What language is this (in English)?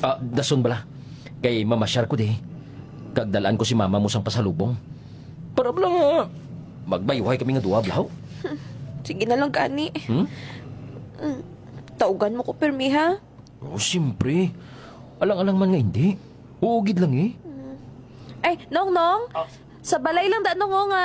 Hiligaynon